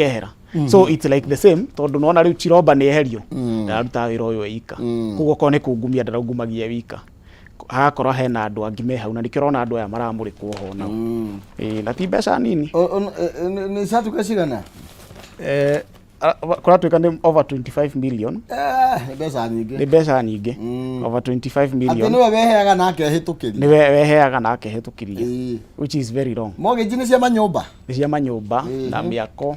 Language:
Kikuyu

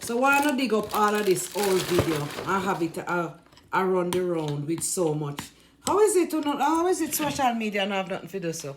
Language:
Jamaican Creole English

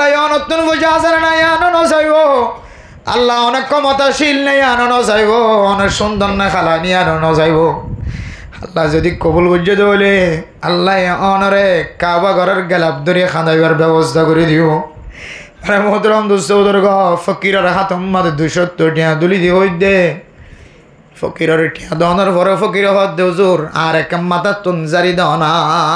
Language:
Rohingya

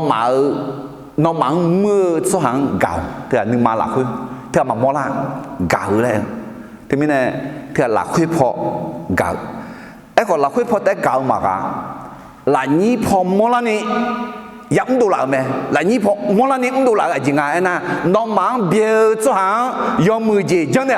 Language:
Akha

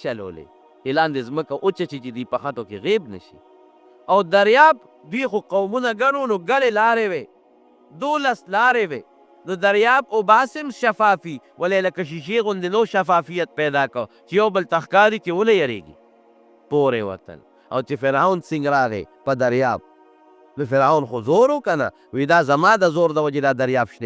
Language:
Pashto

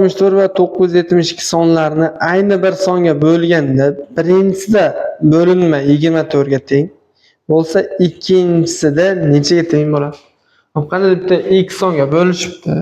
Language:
Uzbek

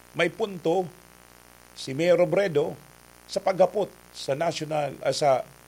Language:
Bikol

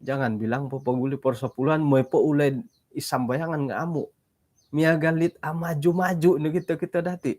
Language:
Central Dusun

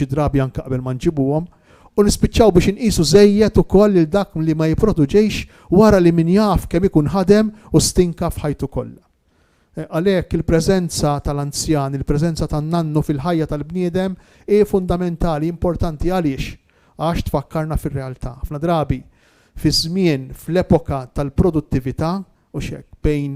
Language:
Maltese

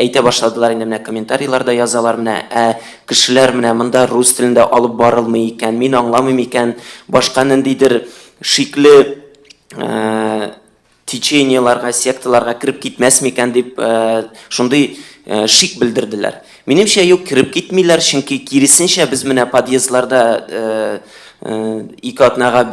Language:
Tatar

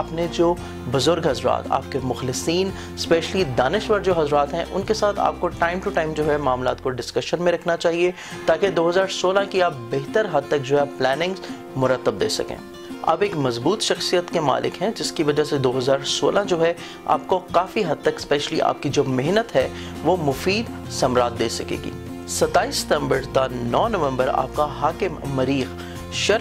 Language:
Urdu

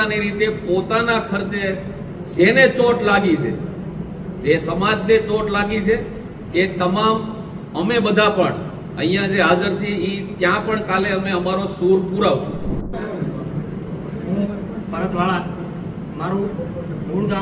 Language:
Gujarati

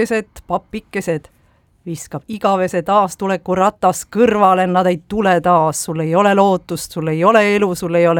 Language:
Estonian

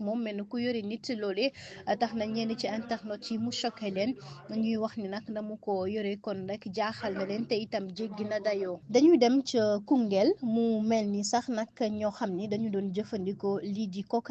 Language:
Wolof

